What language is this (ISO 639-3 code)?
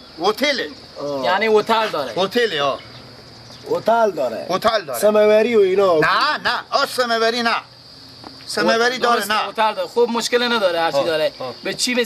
fas